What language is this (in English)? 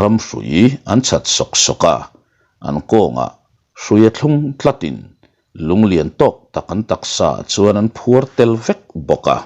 Mizo